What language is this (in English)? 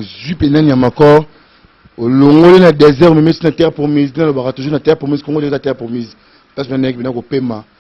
Lingala